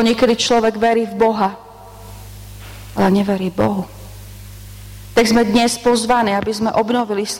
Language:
Slovak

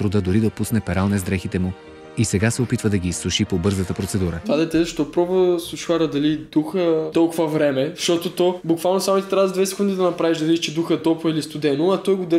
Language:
Bulgarian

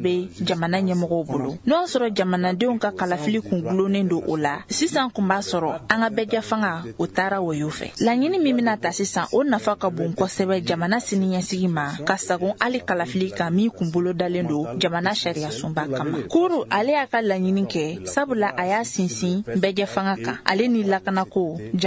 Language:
Bambara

